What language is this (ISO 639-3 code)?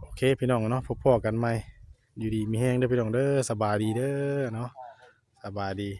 tts